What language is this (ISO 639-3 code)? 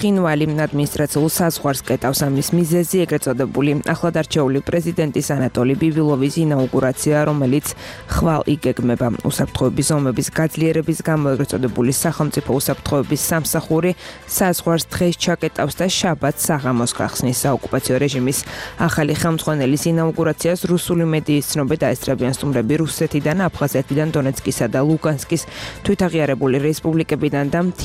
kat